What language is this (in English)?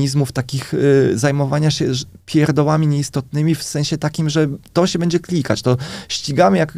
Polish